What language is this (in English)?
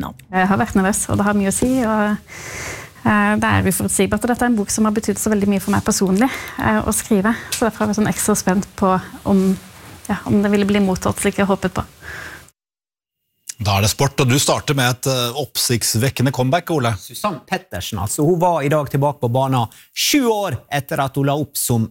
Norwegian